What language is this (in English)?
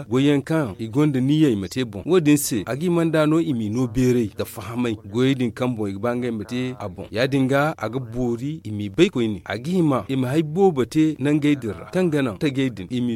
Zarma